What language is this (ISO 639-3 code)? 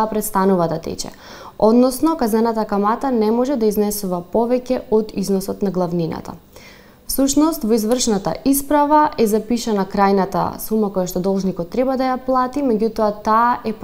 mkd